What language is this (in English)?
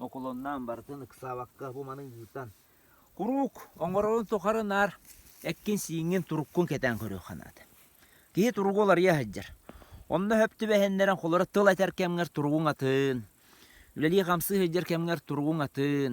Yakut